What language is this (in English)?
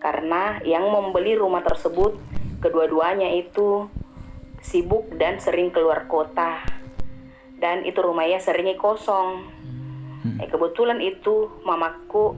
Makassar Malay